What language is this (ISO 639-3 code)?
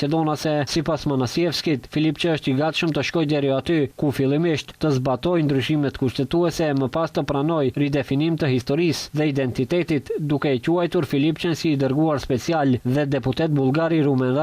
sqi